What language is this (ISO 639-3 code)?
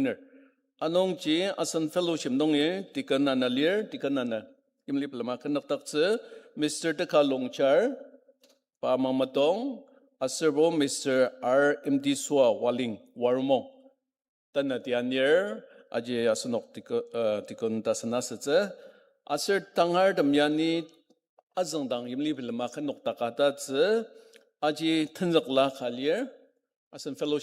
njo